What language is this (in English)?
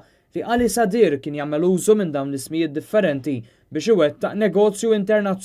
Maltese